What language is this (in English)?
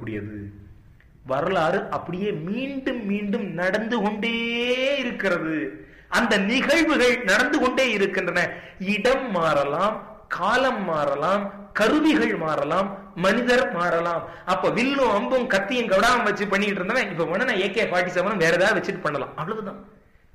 Tamil